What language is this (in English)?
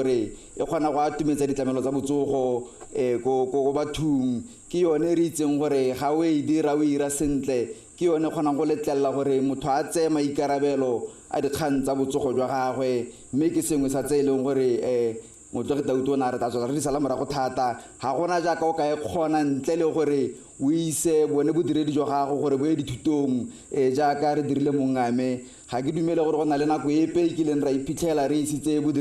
Tswana